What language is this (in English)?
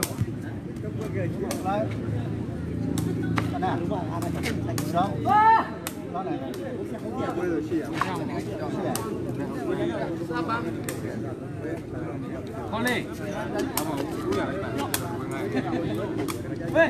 Burmese